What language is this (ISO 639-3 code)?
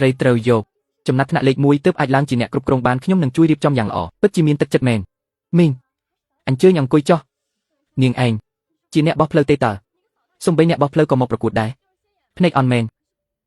khm